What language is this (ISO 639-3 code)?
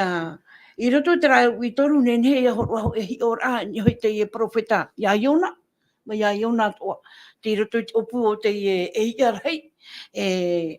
tah